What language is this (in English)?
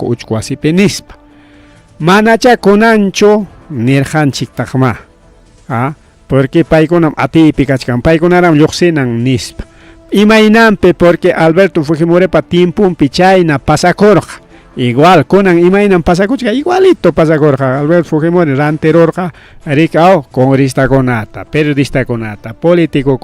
Ayacucho Quechua